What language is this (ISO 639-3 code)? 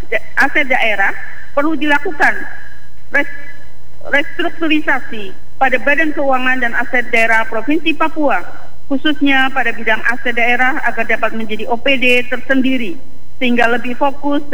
ind